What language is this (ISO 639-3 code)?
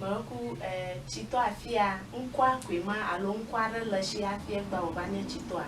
ewe